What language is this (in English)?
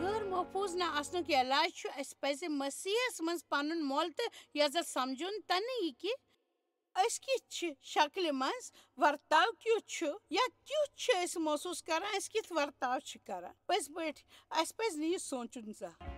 Kashmiri